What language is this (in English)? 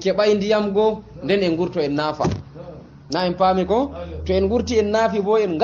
Fula